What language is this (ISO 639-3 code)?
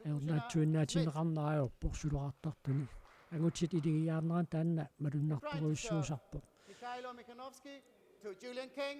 kal